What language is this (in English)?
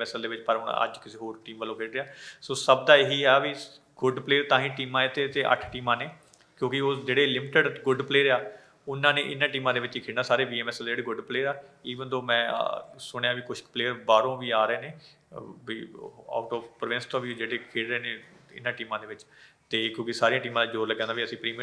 Punjabi